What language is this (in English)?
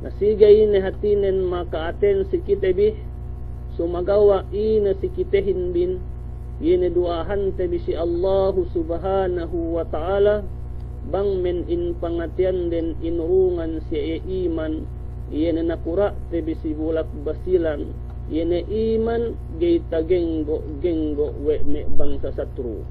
Yakan